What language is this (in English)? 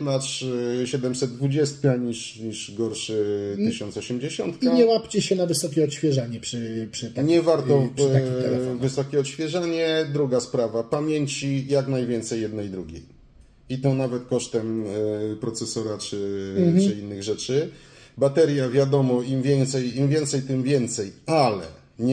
Polish